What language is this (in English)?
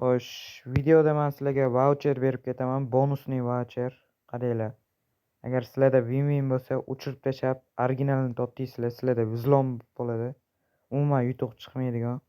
Uzbek